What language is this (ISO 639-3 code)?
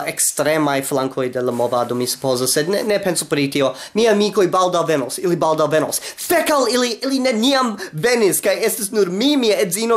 epo